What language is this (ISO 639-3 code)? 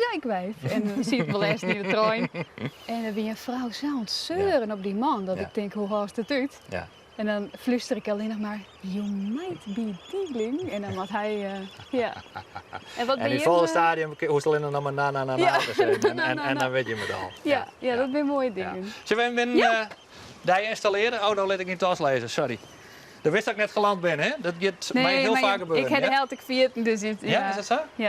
fry